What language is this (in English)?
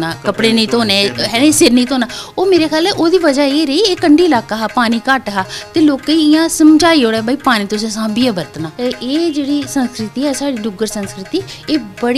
Dogri